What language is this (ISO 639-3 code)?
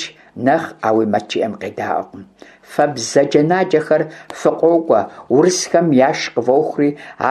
kbd